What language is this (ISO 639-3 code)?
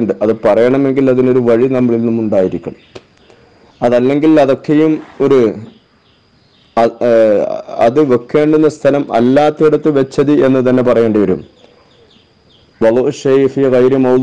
mal